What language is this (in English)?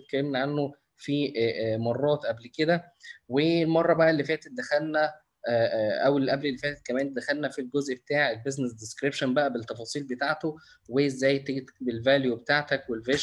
Egyptian Arabic